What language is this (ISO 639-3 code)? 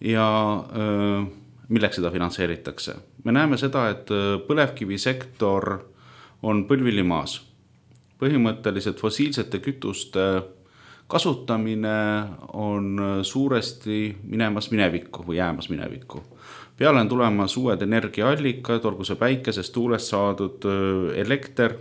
est